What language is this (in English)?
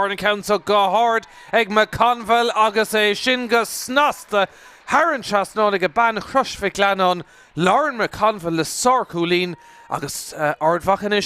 Irish